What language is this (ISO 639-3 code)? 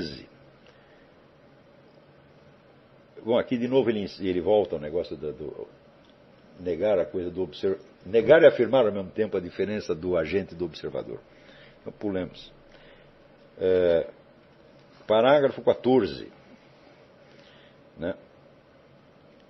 por